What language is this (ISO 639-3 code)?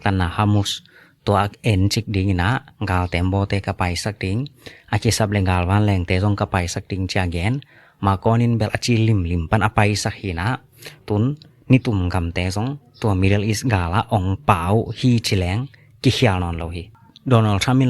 ctd